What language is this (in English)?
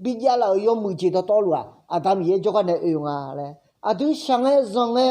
Akha